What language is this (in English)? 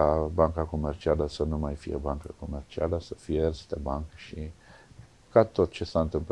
Romanian